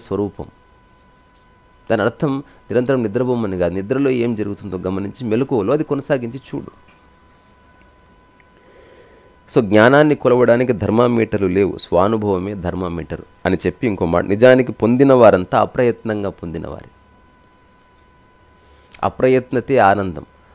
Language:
Telugu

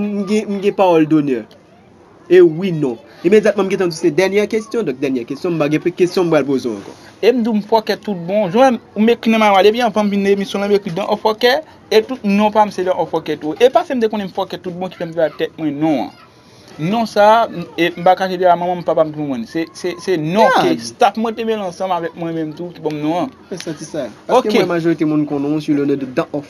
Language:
Haitian Creole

